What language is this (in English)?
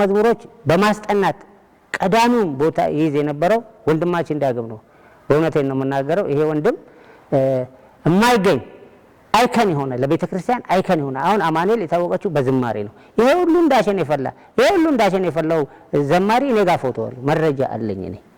Amharic